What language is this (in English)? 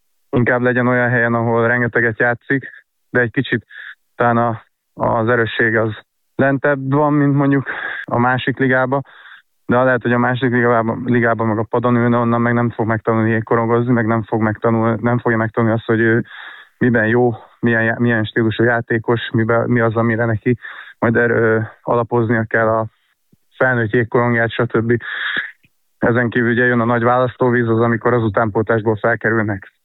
Hungarian